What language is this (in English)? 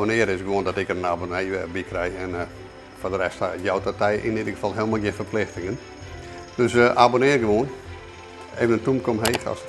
Western Frisian